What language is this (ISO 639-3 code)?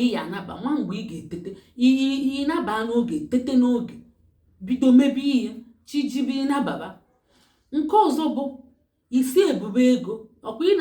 ibo